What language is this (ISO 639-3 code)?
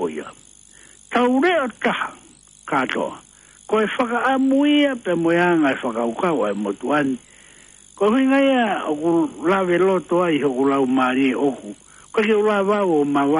ton